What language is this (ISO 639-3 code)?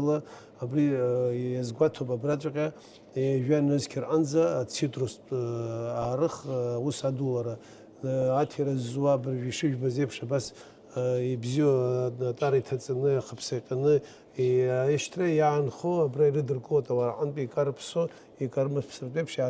abk